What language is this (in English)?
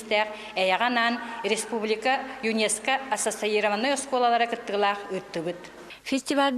Yakut